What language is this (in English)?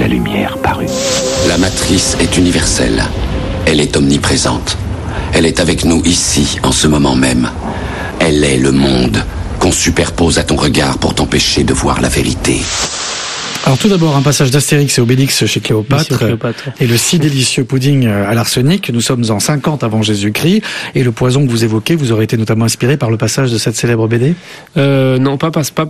French